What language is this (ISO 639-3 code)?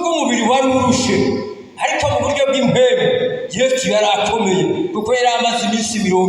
run